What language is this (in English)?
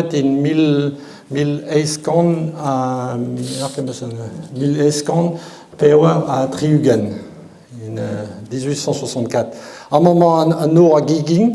Breton